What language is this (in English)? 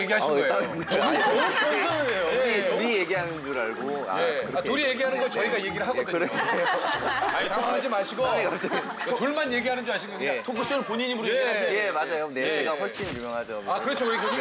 Korean